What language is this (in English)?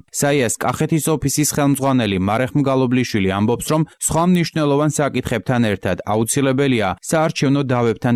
Georgian